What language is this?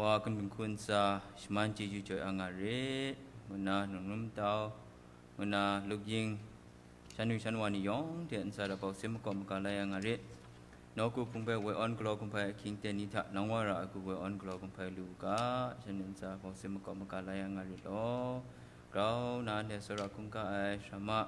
Kachin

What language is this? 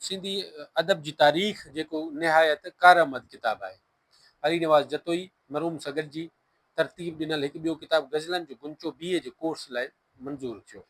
Sindhi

